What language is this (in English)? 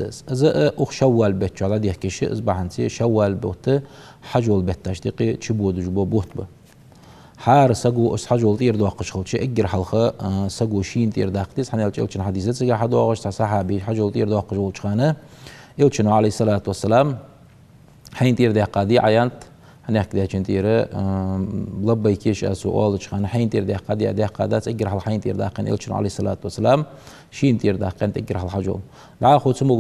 Ingush